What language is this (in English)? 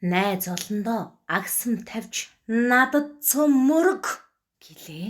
Mongolian